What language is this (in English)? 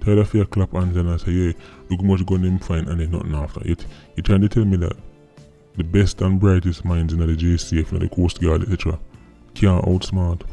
Jamaican Creole English